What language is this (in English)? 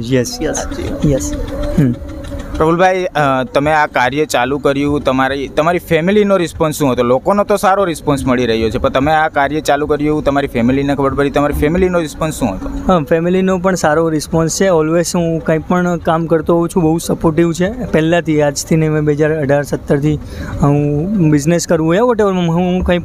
Gujarati